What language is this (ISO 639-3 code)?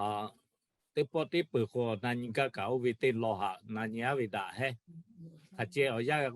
lhu